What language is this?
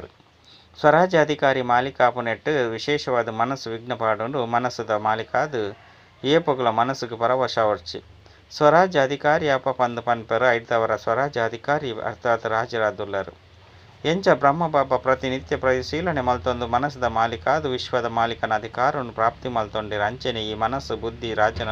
Tulu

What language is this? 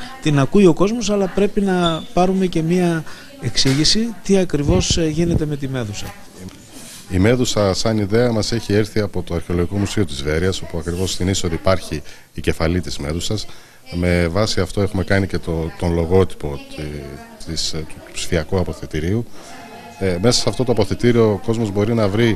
Greek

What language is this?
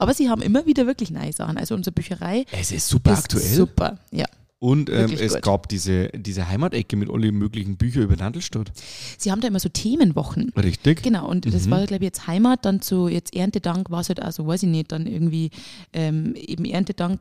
German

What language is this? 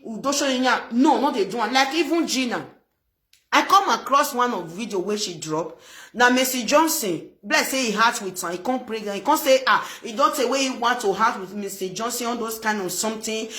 Nigerian Pidgin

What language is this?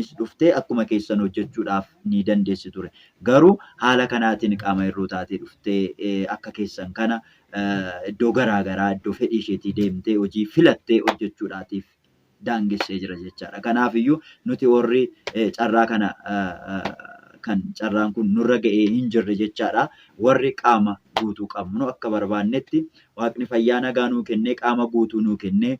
Oromo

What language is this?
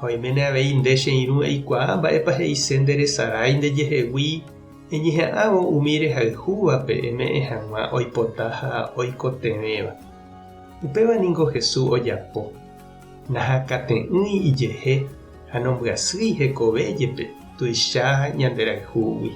Guarani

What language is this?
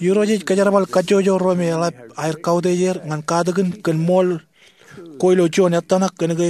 Marshallese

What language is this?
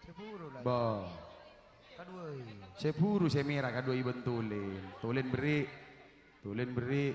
Madurese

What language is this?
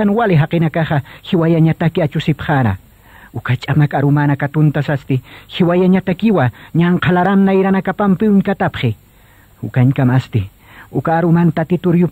Aymara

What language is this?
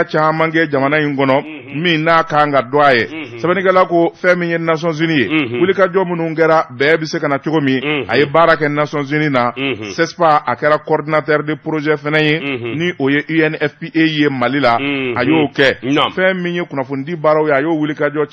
Bambara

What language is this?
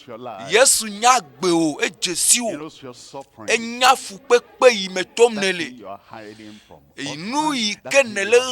Ewe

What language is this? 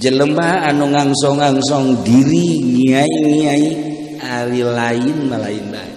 Sundanese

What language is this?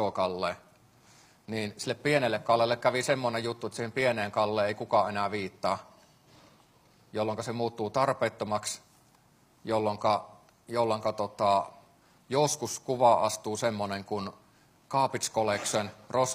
Finnish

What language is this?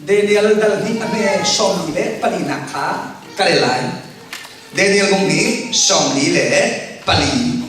Falam Chin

